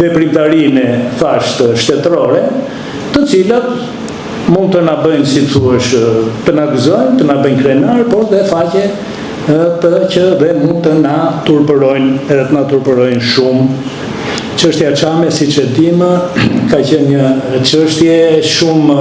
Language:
Albanian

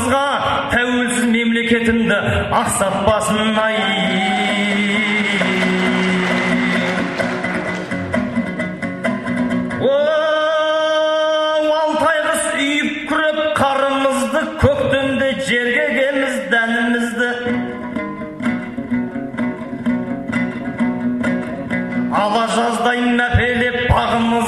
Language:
Kazakh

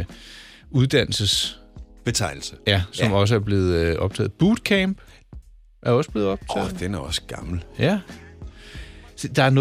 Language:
Danish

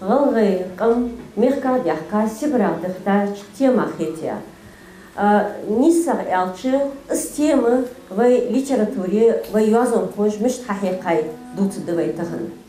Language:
Ingush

